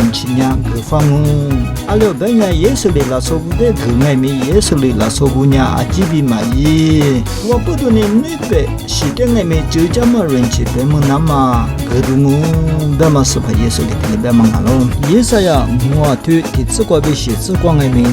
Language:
Lisu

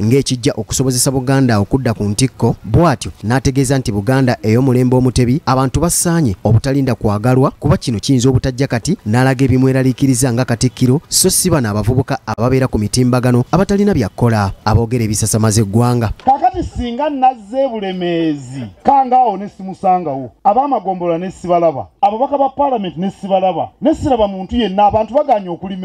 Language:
Ganda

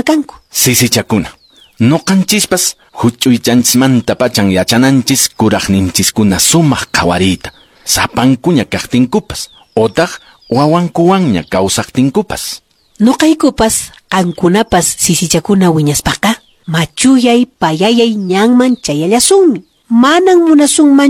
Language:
Quechua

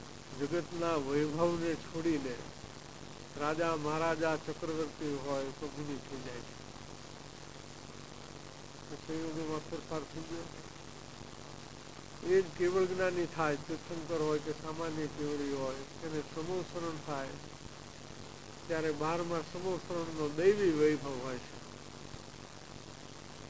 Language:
Gujarati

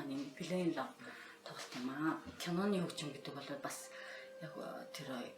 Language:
Mongolian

